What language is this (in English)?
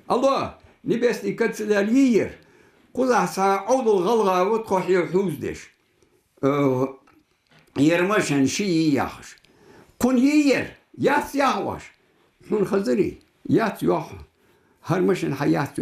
Ingush